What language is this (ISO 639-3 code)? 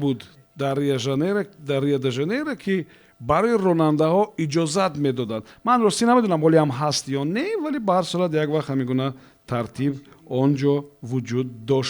tgk